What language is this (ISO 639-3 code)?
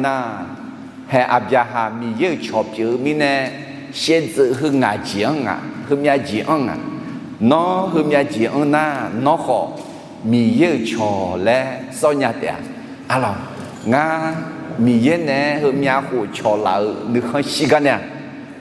ahk